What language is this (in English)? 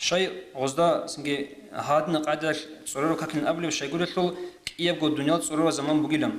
Avaric